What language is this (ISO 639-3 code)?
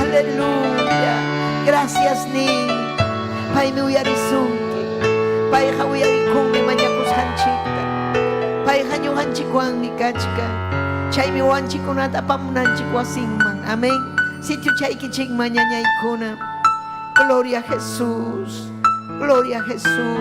quy